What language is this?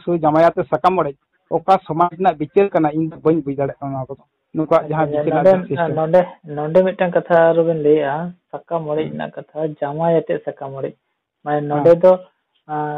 Santali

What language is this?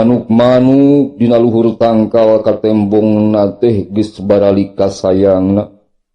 Sundanese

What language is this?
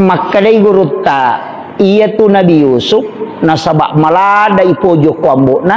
Buginese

